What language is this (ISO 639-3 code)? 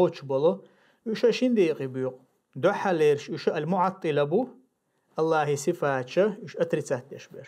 che